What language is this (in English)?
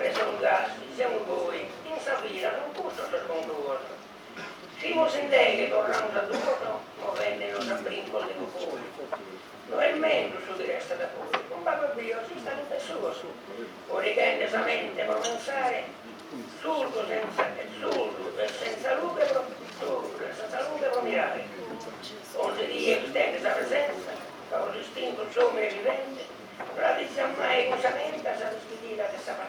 Sardinian